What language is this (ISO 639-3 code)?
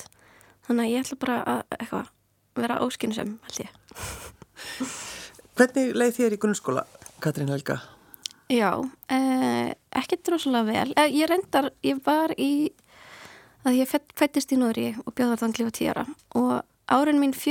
isl